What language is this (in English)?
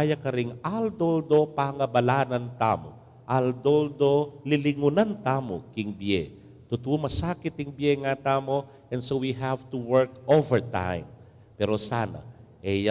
Pampanga